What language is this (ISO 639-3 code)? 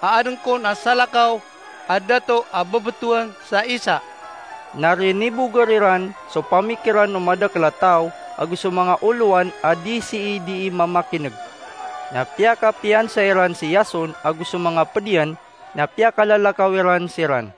mrw